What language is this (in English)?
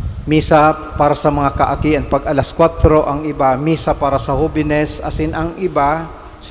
Bikol